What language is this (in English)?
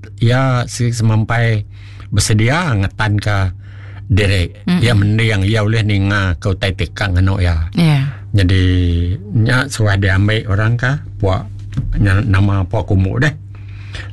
Iban